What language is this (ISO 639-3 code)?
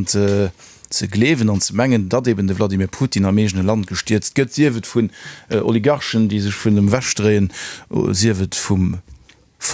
ltz